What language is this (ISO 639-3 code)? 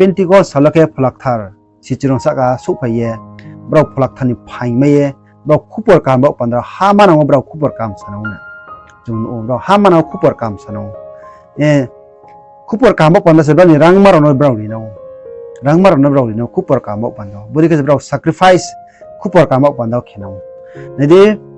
ria